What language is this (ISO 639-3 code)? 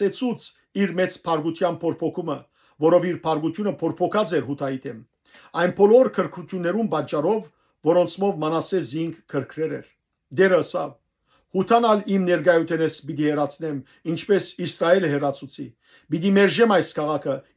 hyw